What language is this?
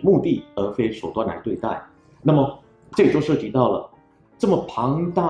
Chinese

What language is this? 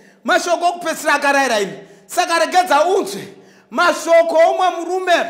Shona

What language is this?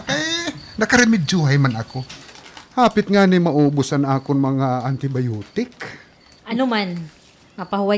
Waray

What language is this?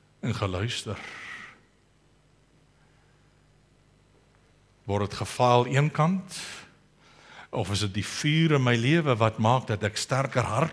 Afrikaans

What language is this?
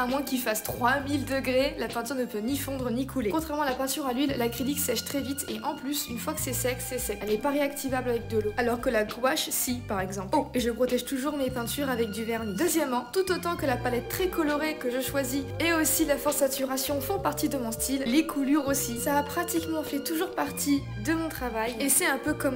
French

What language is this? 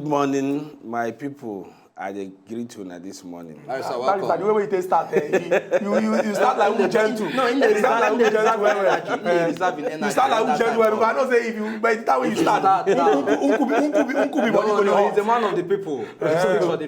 Nigerian Pidgin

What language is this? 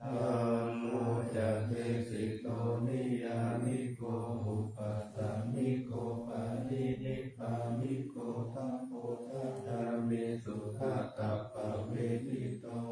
Pali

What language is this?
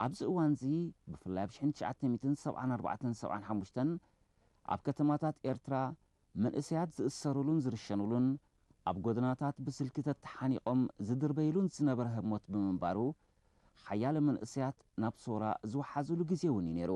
Tigrinya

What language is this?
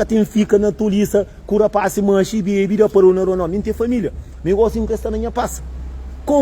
Kabuverdianu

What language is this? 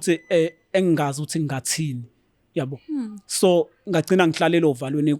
Zulu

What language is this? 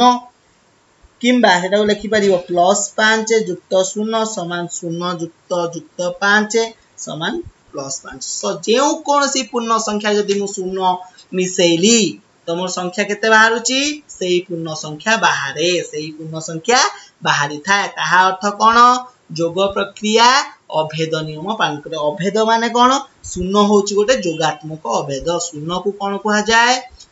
Odia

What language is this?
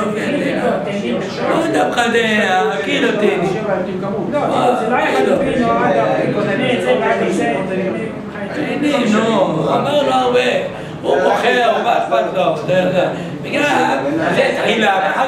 Hebrew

